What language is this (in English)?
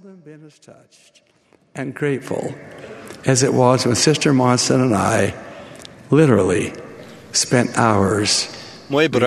Serbian